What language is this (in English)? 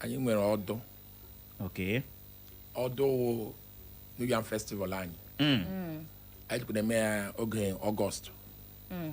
Igbo